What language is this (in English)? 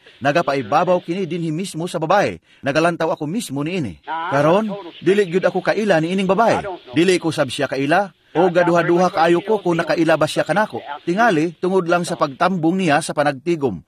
Cebuano